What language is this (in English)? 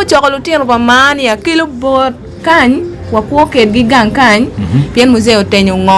Acoli